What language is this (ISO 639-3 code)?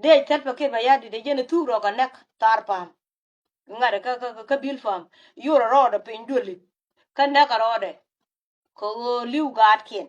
nus